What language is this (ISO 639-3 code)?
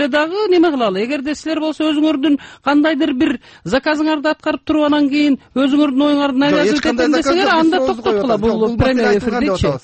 kir